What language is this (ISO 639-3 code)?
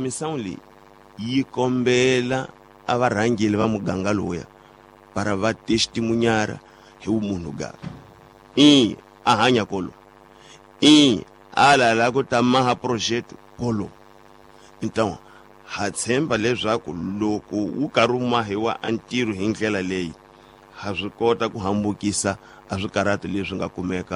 tso